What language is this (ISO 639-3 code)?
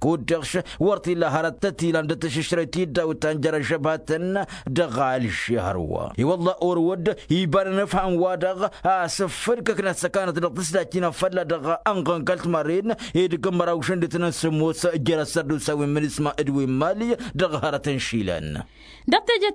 taq